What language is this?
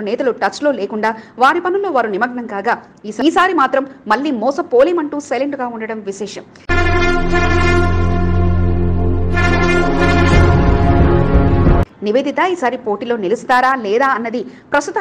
Telugu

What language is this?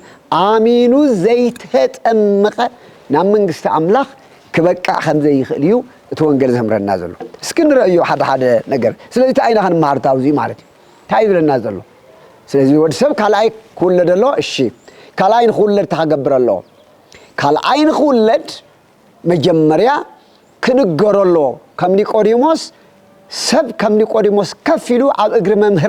Tigrinya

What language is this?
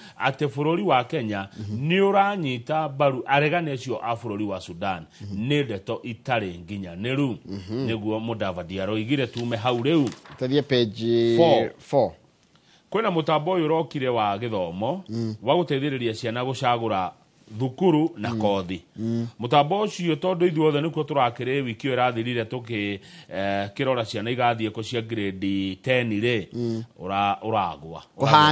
Kikuyu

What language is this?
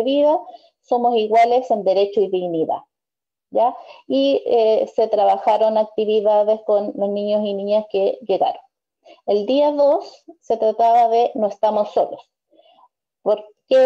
Spanish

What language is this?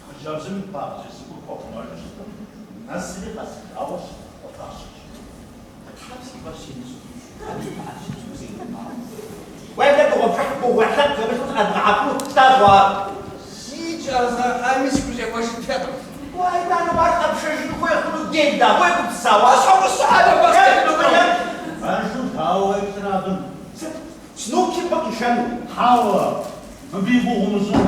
Kabardian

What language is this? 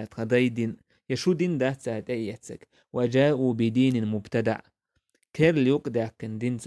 Chechen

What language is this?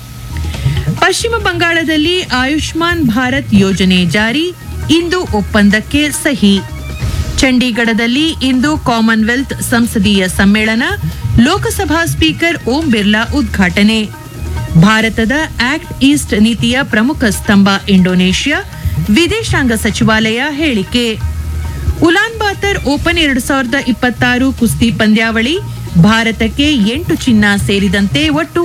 Kannada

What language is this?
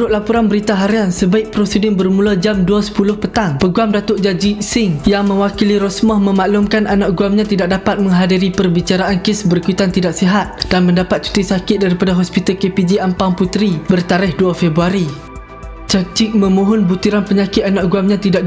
Malay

